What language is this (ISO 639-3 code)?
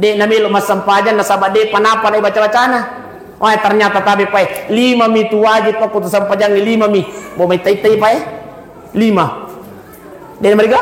bug